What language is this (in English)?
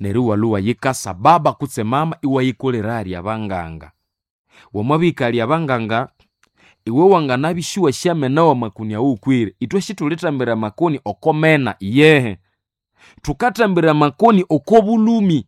Nande